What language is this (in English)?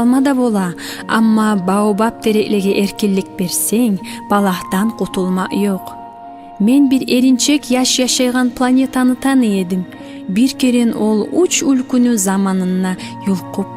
Kumyk